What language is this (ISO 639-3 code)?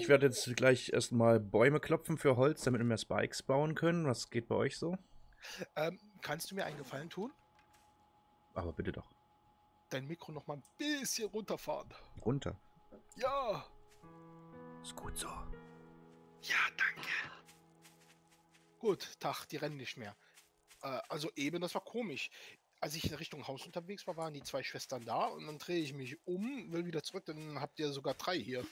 deu